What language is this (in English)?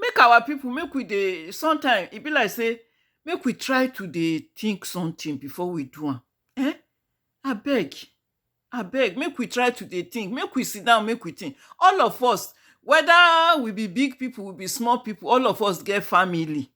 Nigerian Pidgin